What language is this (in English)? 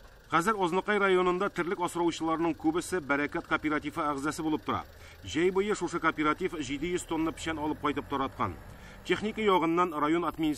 Tatar